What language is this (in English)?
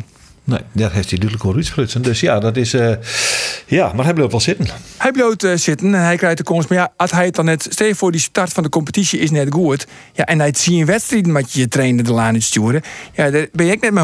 Western Frisian